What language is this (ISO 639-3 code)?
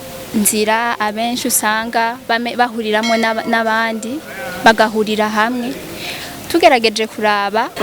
run